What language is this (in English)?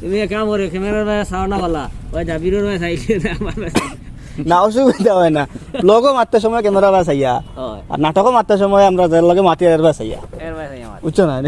Sylheti